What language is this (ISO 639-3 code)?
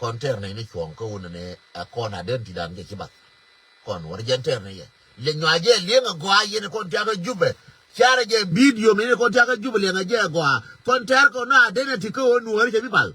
nus